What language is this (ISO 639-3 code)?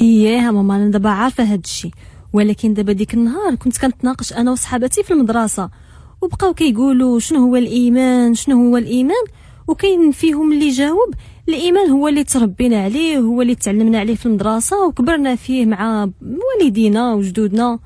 ary